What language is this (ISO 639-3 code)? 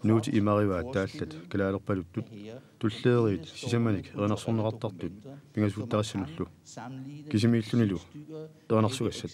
kal